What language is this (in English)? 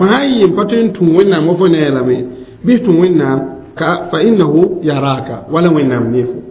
Mossi